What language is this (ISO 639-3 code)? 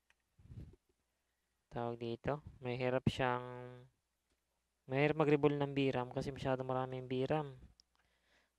fil